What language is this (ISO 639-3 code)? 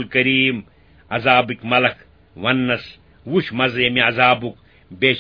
kas